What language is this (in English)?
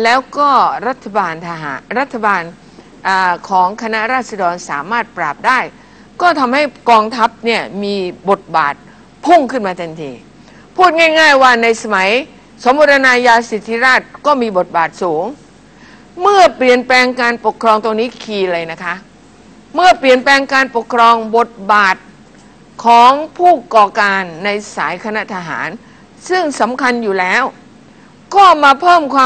Thai